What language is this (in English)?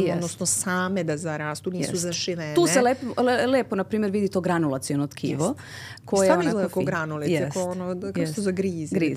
Serbian